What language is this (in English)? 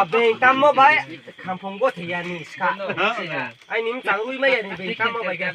Riang (India)